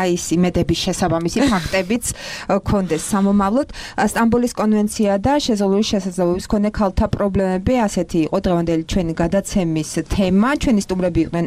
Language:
Georgian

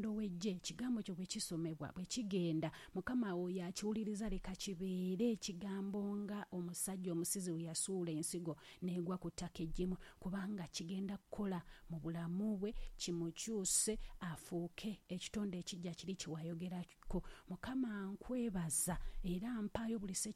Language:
Ganda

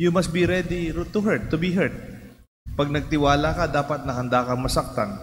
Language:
Pampanga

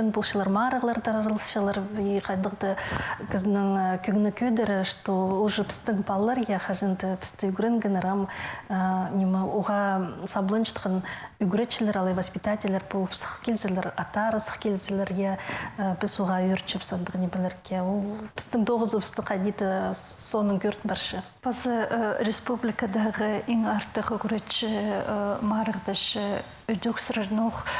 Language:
Khakas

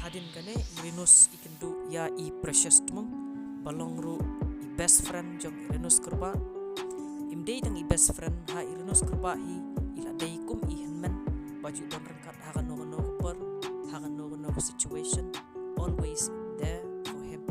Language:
Khasi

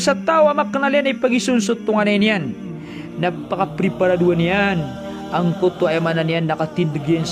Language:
Maranao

